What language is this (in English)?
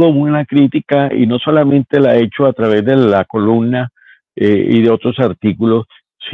Spanish